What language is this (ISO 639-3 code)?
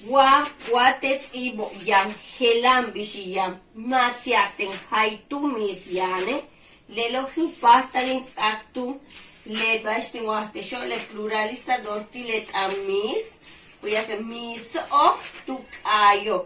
yua